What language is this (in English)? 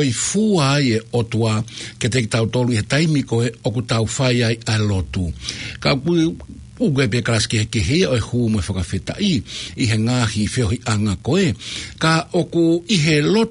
Tongan